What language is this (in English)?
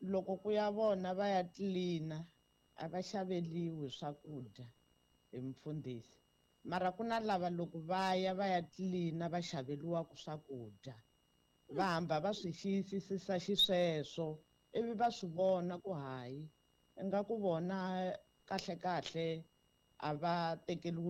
Tsonga